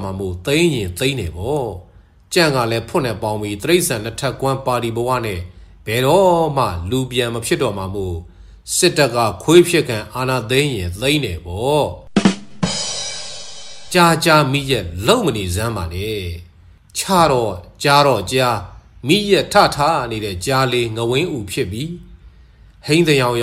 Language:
Burmese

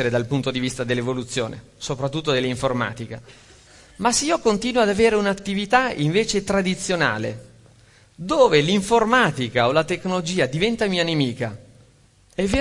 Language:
Italian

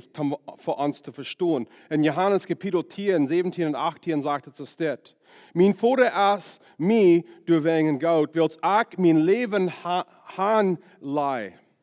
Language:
Plautdietsch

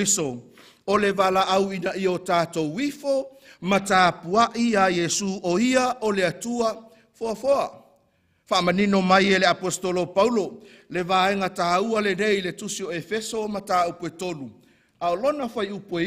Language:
Samoan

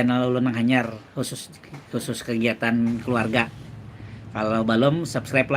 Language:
Banjar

